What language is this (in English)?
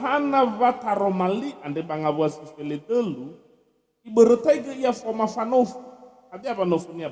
Nias